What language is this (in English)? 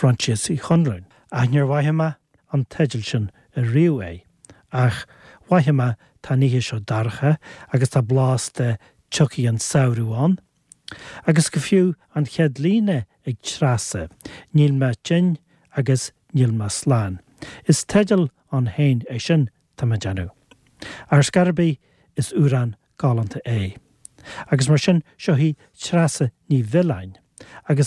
Irish